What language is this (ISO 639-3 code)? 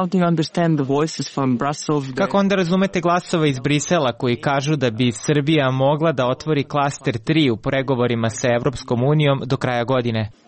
srp